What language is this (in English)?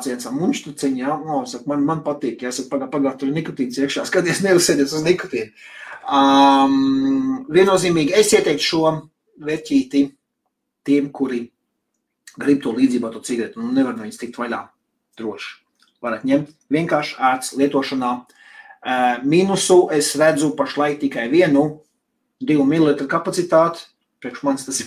Latvian